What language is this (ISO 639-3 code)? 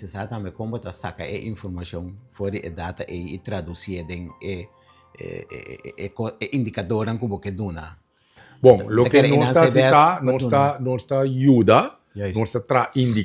pap